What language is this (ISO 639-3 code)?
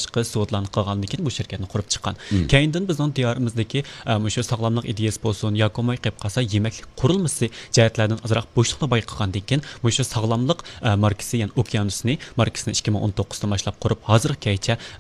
uig